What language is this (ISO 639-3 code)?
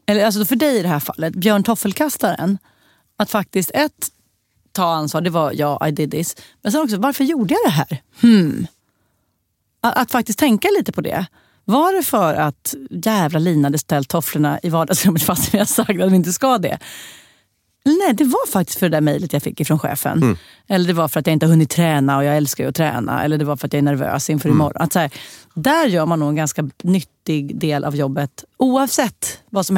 swe